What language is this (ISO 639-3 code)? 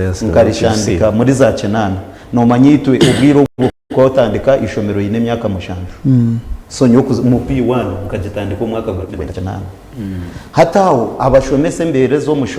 nyn